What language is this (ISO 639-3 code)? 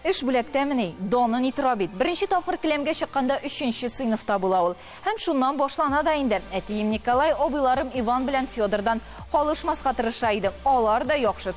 tat